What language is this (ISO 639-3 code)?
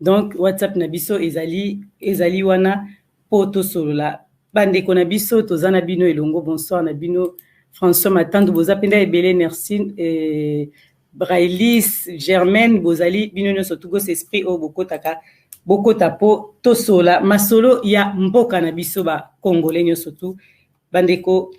lin